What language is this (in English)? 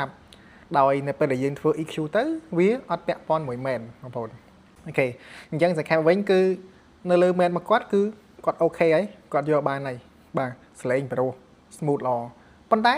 Khmer